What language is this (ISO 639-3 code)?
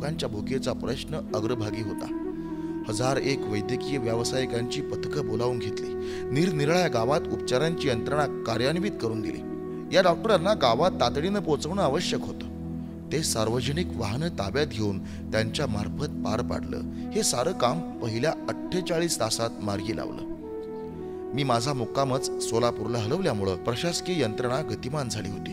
mar